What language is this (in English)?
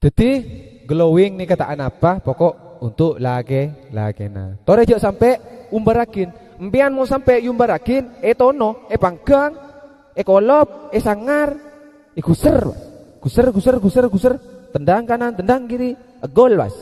Madurese